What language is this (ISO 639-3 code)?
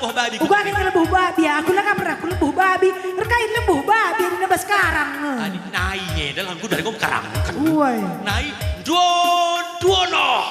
btx